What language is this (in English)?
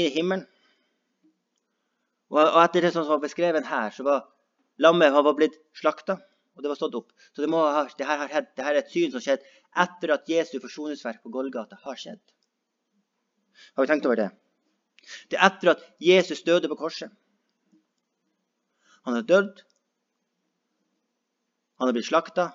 Norwegian